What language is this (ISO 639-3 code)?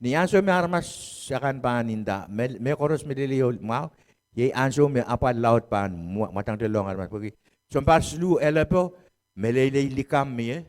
pon